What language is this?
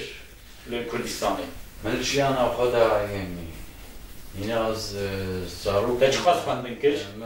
Kurdish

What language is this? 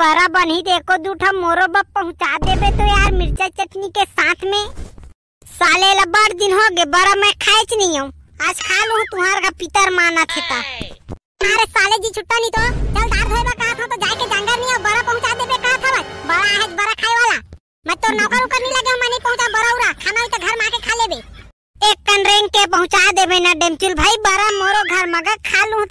Chhattisgarhi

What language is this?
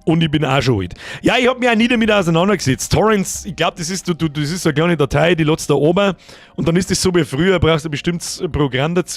Bavarian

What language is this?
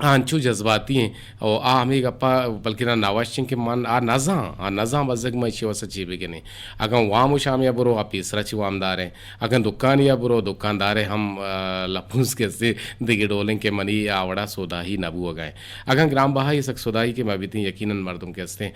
Eastern Balochi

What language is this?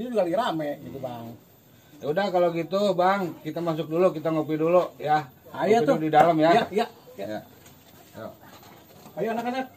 Betawi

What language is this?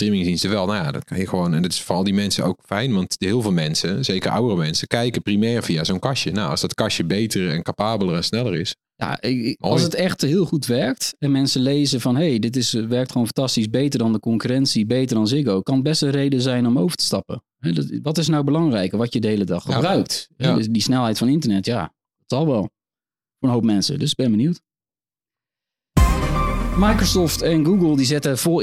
Dutch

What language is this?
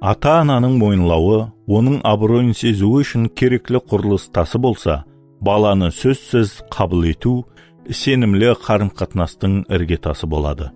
Kara-Kalpak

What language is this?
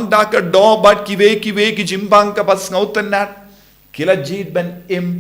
Khasi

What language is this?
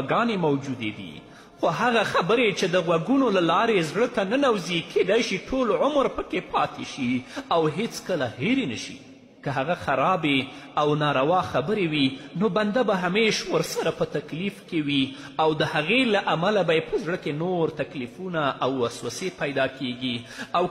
Pashto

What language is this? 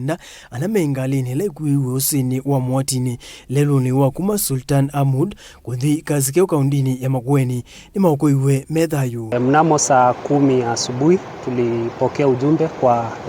Kamba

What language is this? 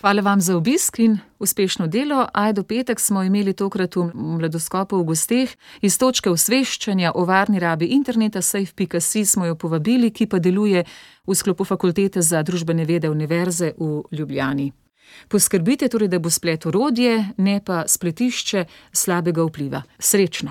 Slovenian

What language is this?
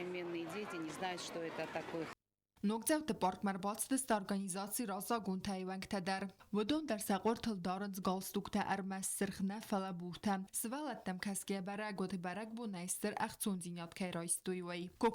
Ossetic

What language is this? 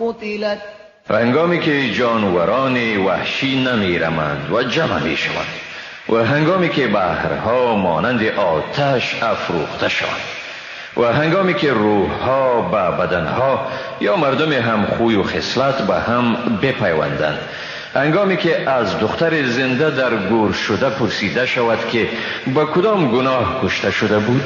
Persian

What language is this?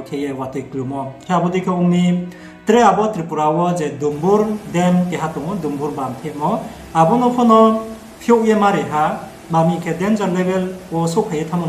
Riang (India)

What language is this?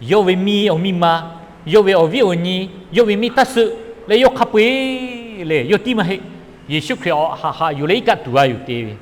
Lahu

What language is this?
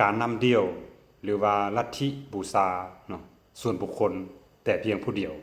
Lao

